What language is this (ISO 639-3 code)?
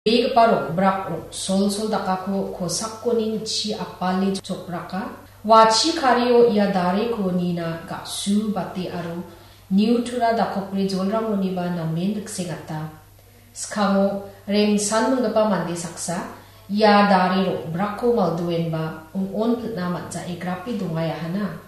grt